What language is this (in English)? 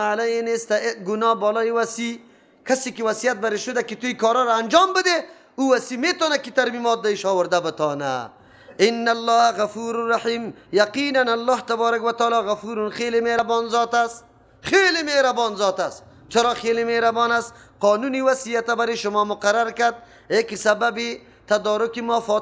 Persian